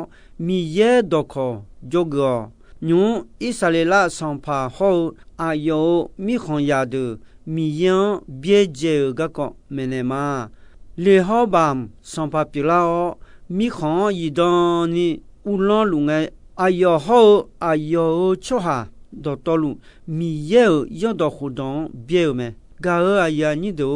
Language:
Akha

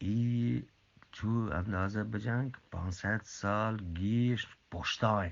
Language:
Eastern Balochi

